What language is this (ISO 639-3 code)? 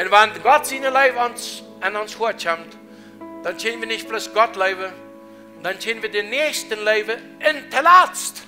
pdt